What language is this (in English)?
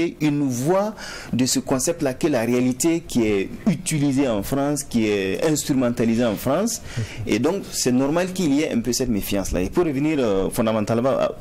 French